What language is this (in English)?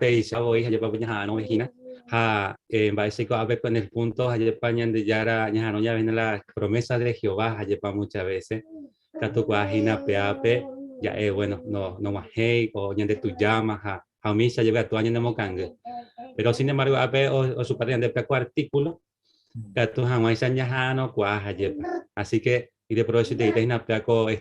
Guarani